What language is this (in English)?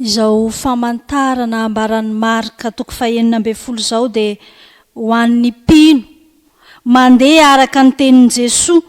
Malagasy